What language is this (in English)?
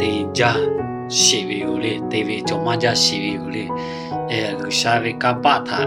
Lahu